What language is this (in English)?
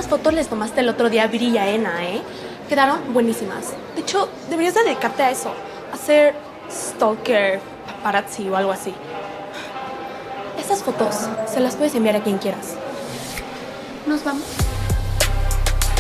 Spanish